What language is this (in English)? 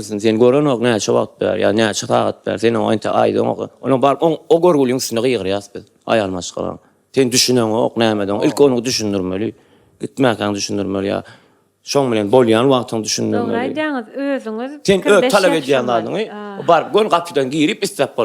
Turkmen